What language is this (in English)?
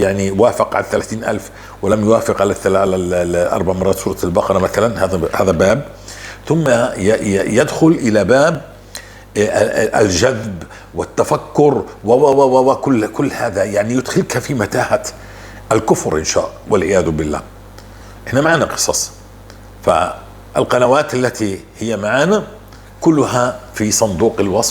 North Levantine Arabic